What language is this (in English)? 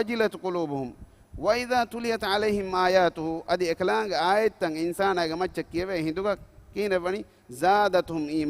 Divehi